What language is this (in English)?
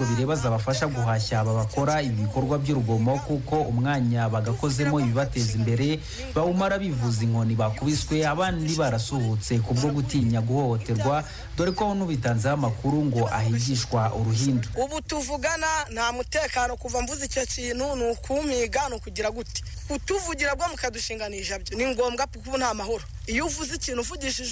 Kinyarwanda